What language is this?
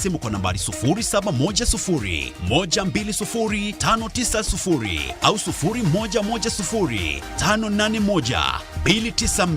Meru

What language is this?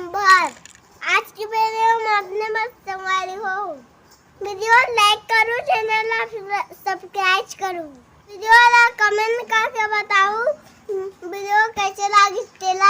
Chhattisgarhi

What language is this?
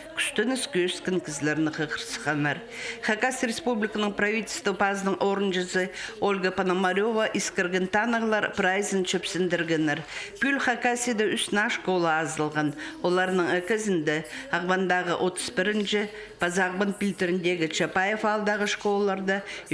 Khakas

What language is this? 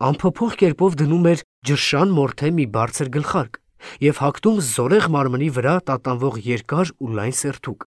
Armenian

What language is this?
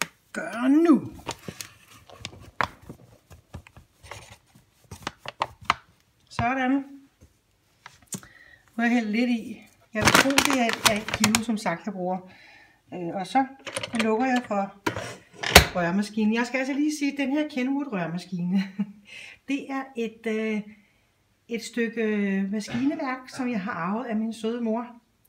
Danish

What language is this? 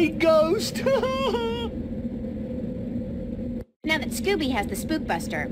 English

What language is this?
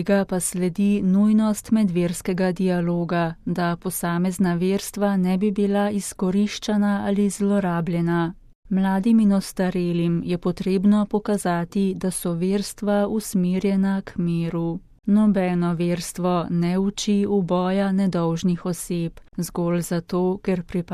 Slovenian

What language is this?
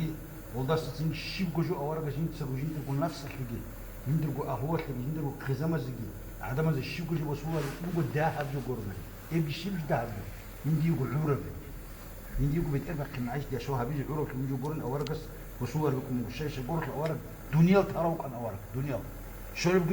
Avaric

